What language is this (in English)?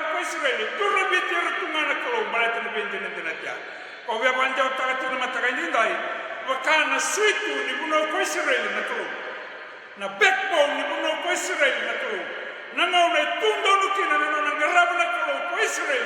Fijian